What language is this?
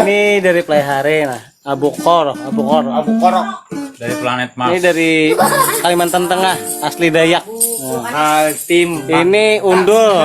Banjar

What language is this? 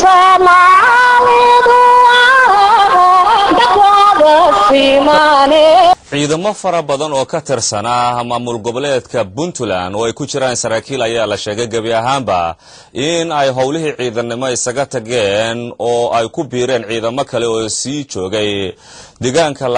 Somali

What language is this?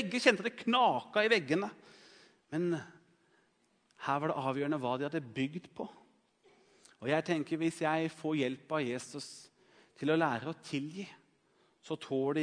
Norwegian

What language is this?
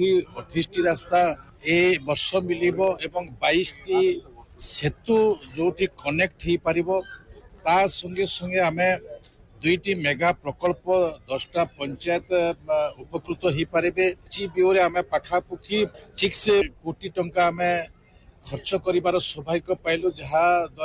Odia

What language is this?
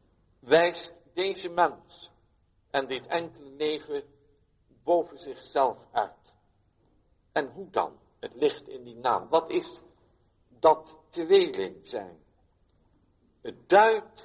Dutch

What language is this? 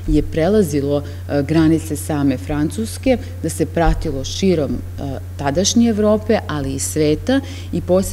Serbian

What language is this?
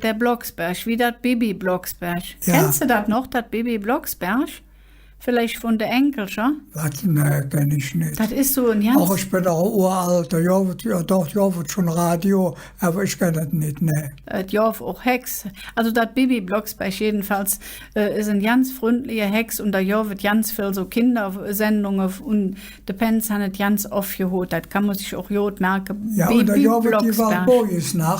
Colognian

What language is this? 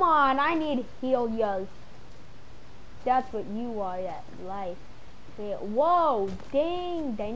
English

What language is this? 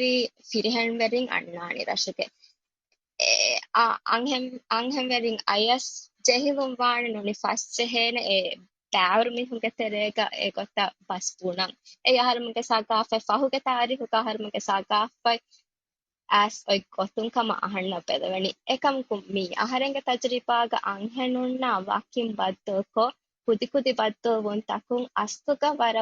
Divehi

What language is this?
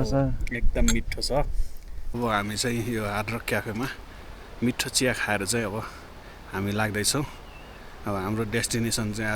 Nepali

